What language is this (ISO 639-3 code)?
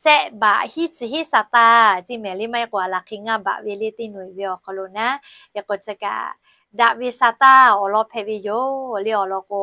lhu